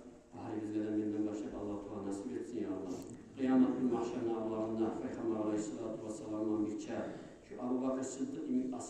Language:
Kumyk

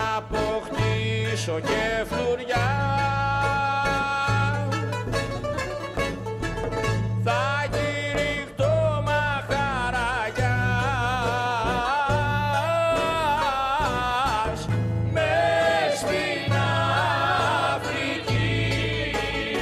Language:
Greek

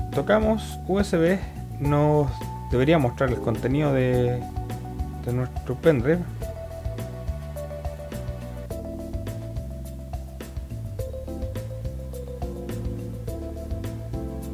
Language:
Spanish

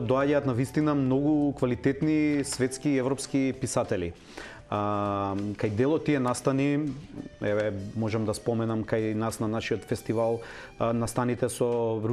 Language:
Macedonian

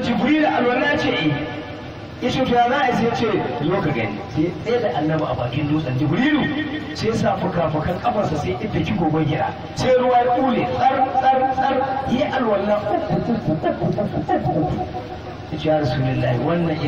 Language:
Hausa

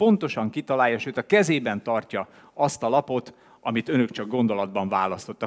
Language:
Hungarian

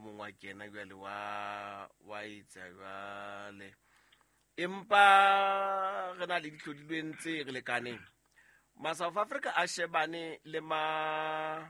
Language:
Southern Sotho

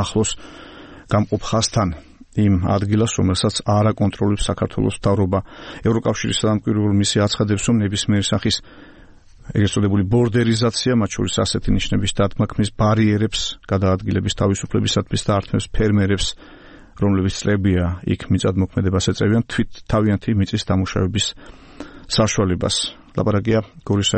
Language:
Georgian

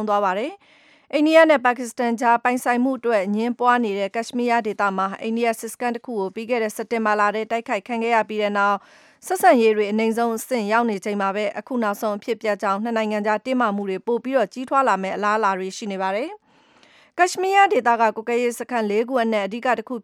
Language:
Burmese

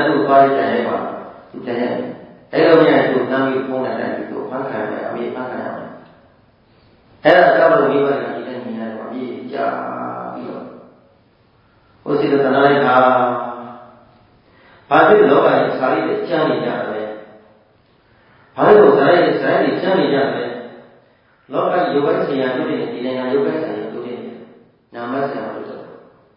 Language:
Burmese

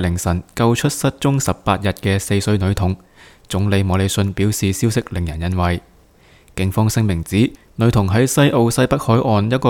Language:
Cantonese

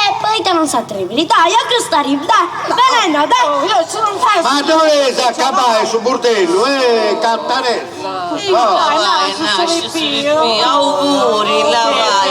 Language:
Sardinian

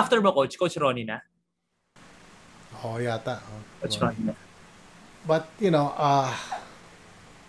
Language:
Filipino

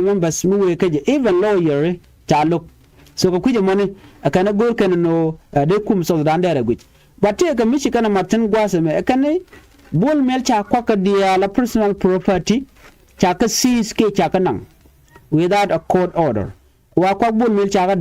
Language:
Nuer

